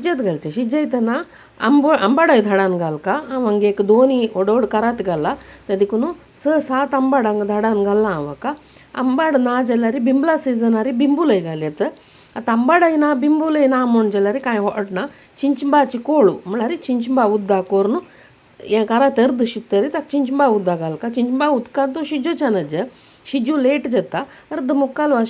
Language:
Konkani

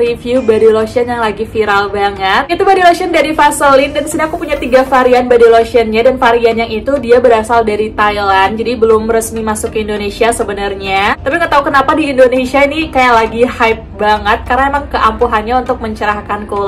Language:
Indonesian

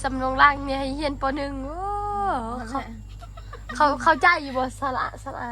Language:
Northeastern Thai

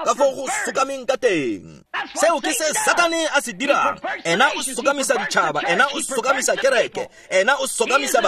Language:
Tswana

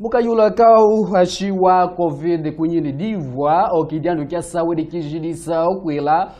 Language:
Kimbundu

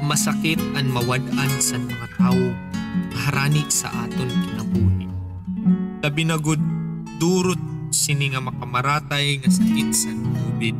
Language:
Waray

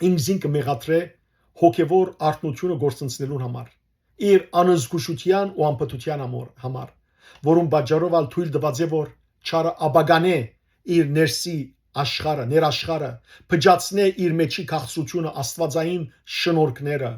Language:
Western Armenian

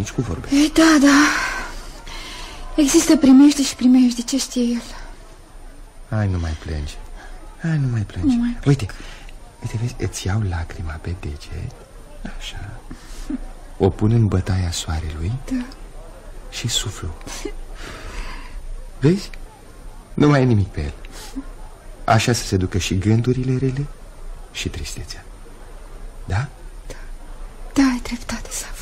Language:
Romanian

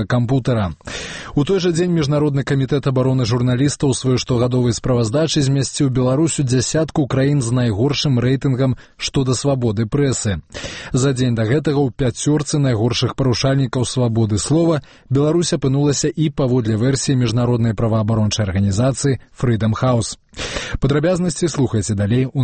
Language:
Belarusian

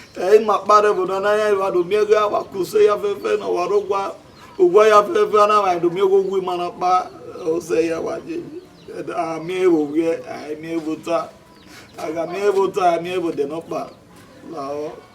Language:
Bini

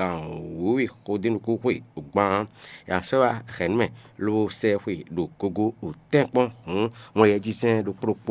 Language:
Fon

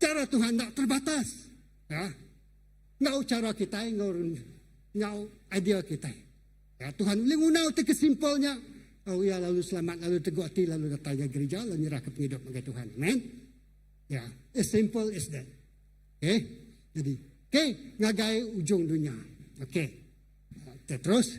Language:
Iban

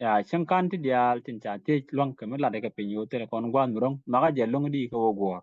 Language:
Nuer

